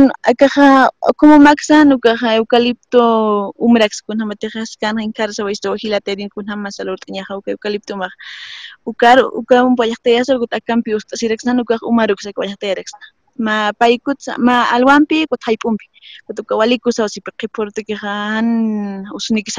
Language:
Aymara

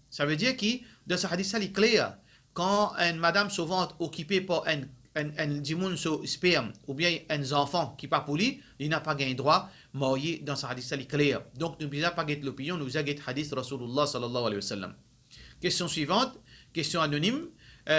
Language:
Morisyen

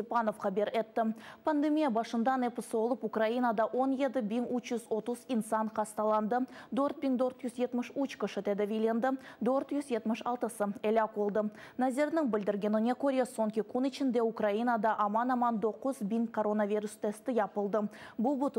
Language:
Crimean Tatar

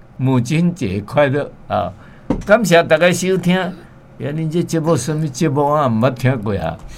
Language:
Min Nan Chinese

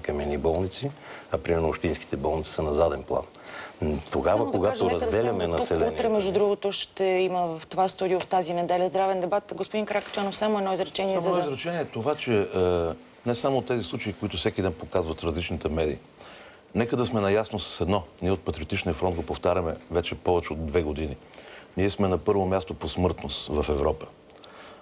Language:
Bulgarian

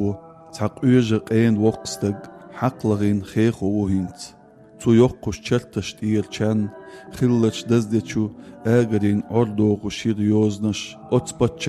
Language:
Chechen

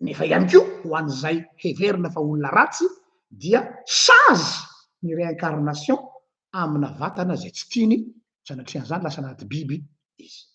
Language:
Malagasy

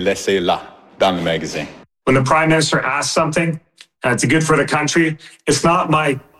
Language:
French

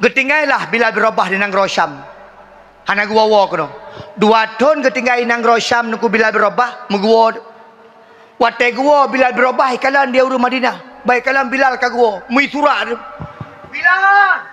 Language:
Achinese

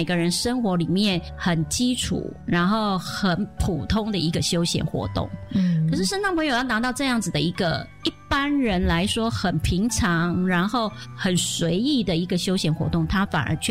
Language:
Chinese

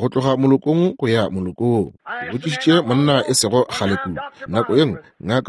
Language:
Northern Sotho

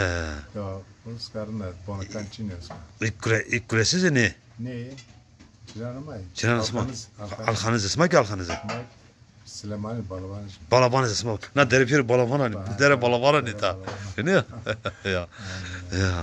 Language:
Zaza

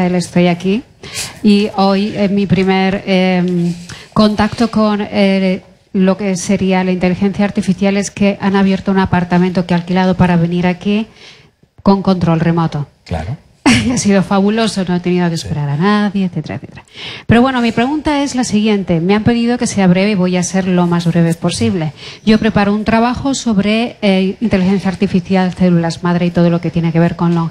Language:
Spanish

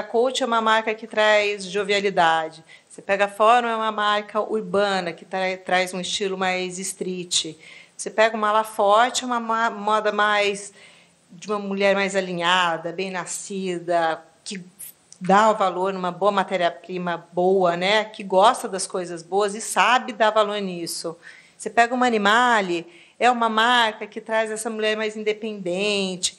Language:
Portuguese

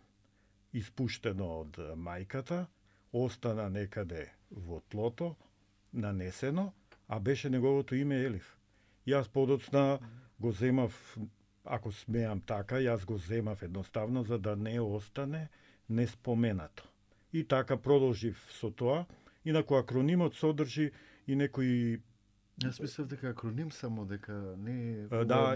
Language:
Macedonian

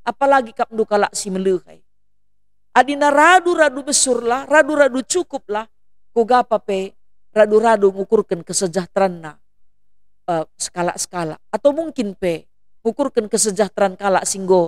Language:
Batak Karo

